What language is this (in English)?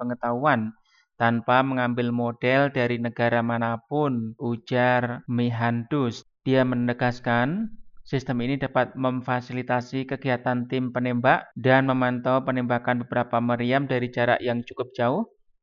Indonesian